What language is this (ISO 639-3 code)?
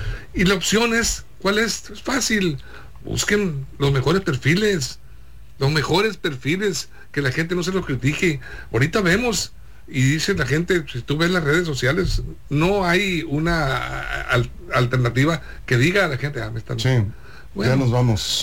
spa